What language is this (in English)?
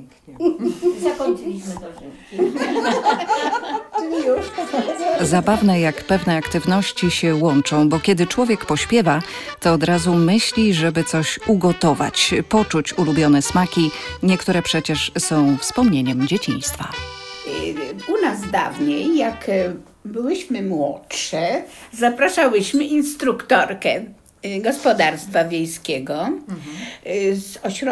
Polish